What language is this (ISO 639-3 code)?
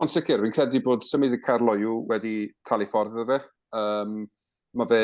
cym